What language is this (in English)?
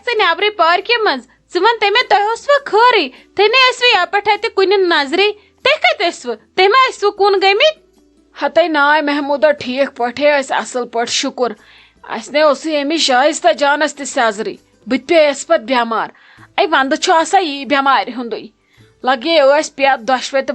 Kashmiri